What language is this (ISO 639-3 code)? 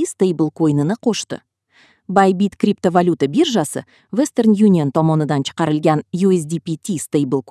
kir